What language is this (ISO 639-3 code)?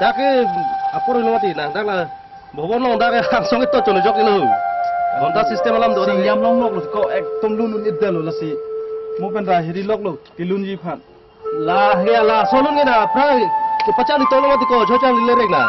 mjw